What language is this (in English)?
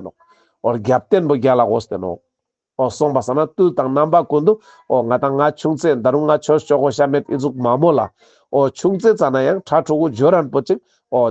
Ladakhi